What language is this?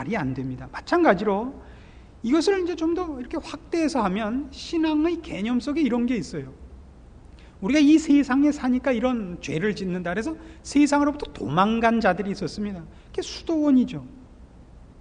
Korean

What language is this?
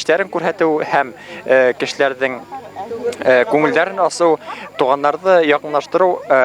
Bashkir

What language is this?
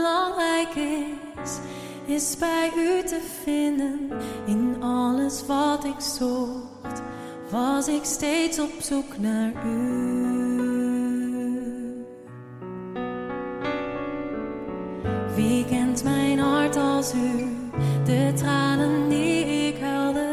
Dutch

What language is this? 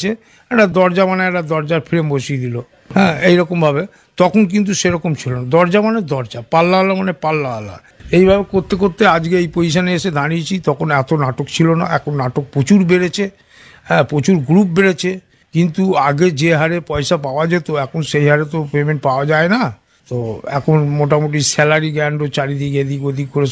Bangla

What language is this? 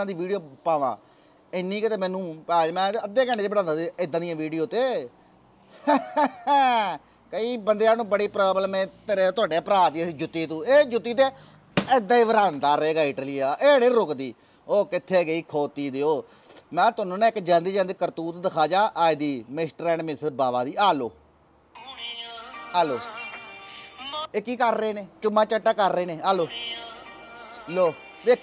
Punjabi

